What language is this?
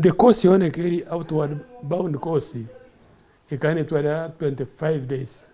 Nyankole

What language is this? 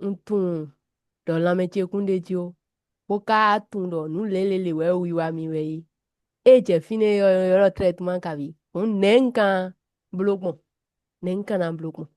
Fon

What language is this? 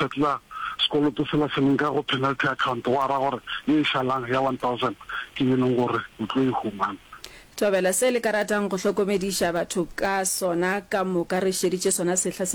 Northern Sotho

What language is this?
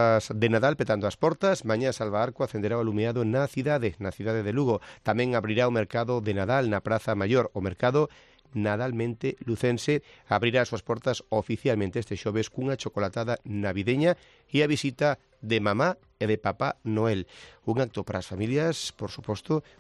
Galician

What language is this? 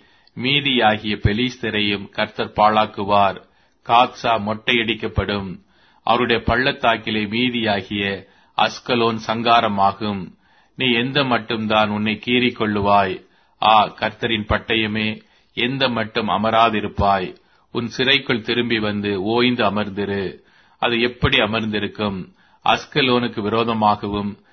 Tamil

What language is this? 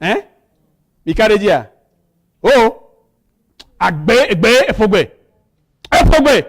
Ewe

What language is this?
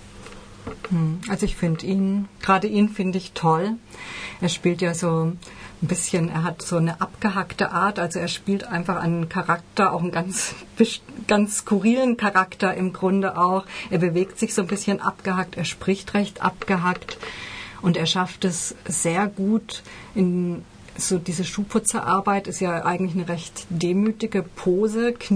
German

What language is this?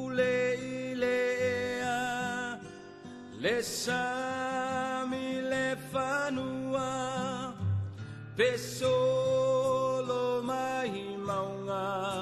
Samoan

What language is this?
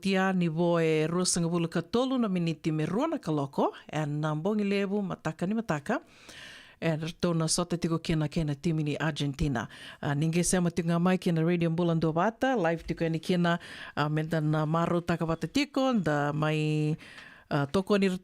Fijian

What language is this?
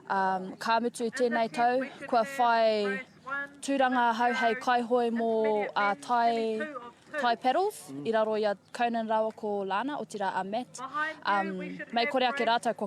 Māori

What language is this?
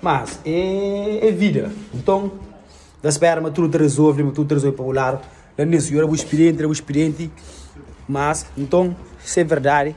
Kabuverdianu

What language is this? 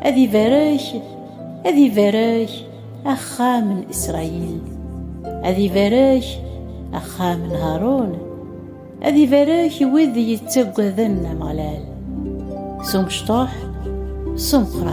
Kabyle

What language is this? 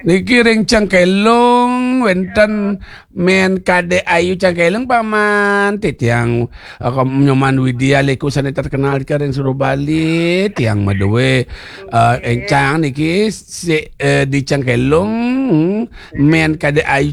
Balinese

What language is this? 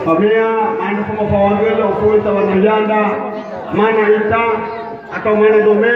Nias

